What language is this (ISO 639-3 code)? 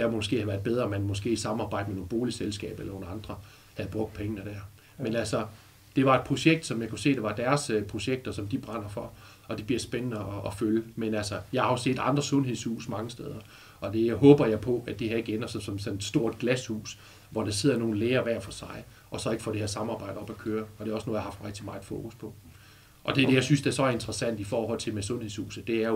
dan